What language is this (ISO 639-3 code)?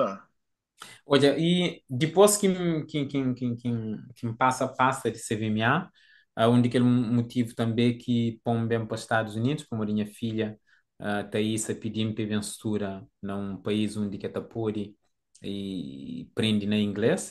kea